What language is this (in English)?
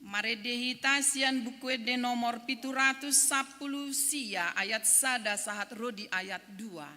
Batak Toba